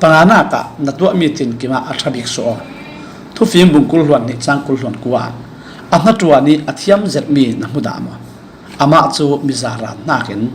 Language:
Falam Chin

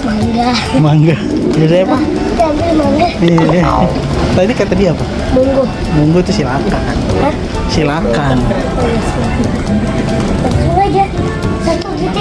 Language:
Betawi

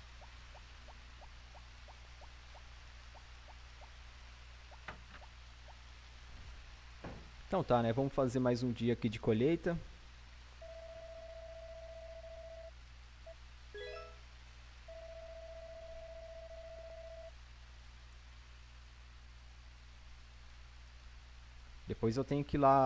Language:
Portuguese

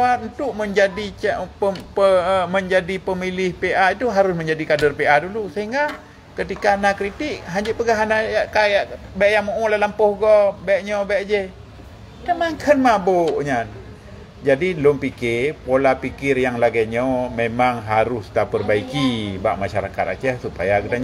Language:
Achinese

